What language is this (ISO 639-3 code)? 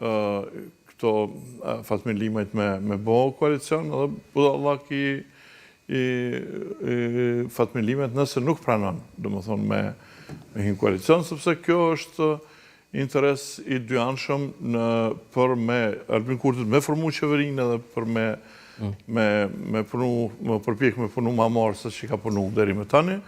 sqi